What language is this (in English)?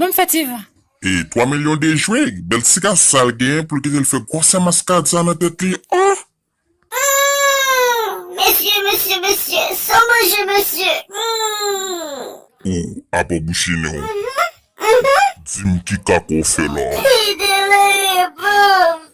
Haitian Creole